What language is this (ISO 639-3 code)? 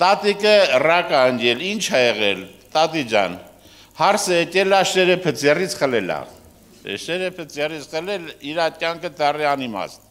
hye